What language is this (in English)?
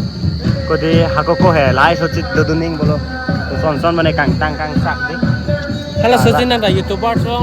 Karbi